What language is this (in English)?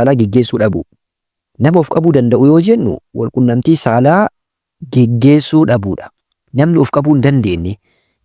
Oromo